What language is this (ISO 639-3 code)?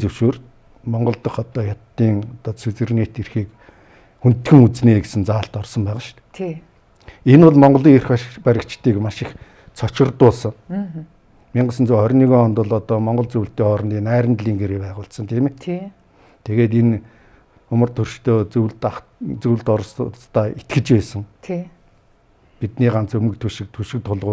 mon